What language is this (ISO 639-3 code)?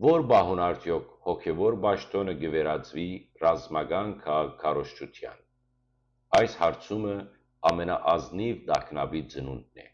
hyw